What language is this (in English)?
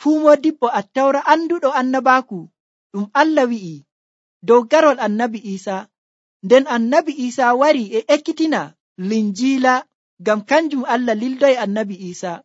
Nigerian Fulfulde